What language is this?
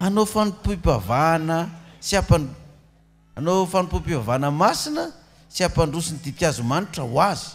Malagasy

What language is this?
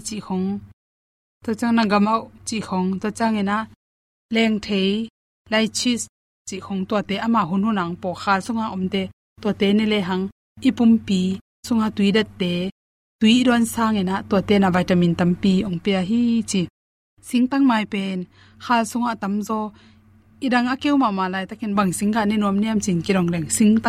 Tedim Chin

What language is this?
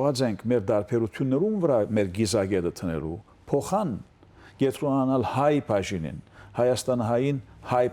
Western Armenian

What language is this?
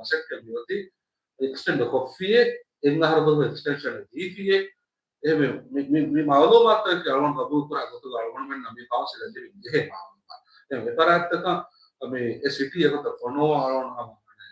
Divehi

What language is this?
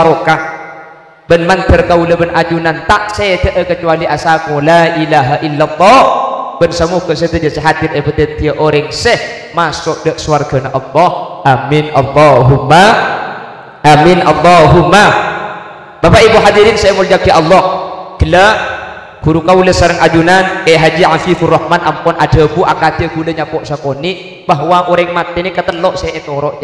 Madurese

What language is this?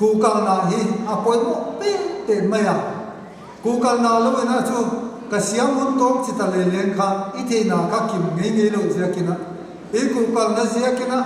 Paite Chin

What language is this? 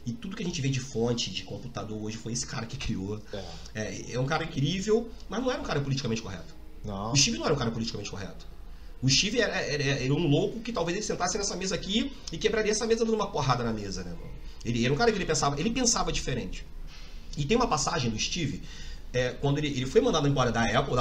Portuguese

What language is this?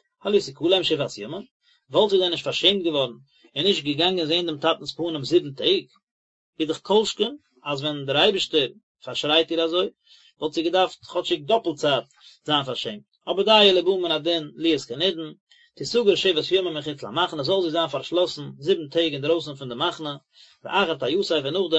Yiddish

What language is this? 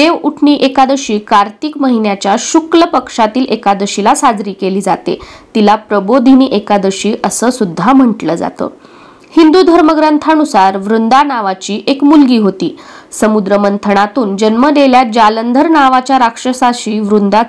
Marathi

